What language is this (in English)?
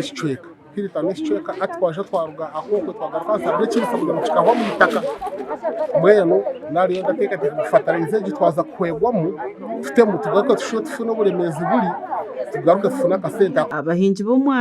Nyankole